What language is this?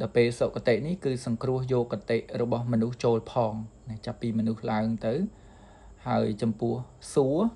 Khmer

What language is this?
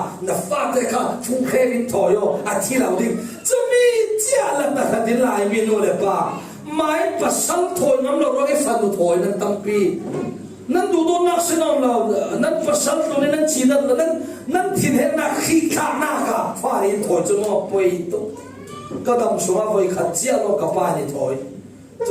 Falam Chin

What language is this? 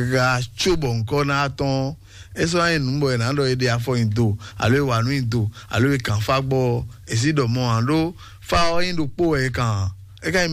Fon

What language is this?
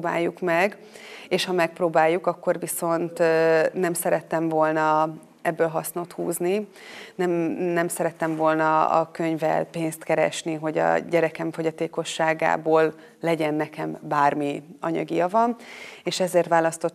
Hungarian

